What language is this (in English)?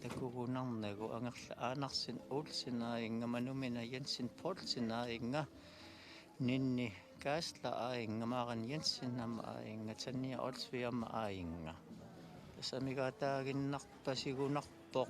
Kalaallisut